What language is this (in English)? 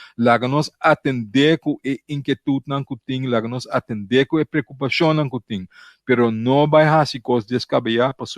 Papiamento